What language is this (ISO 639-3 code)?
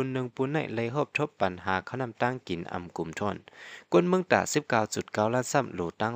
shn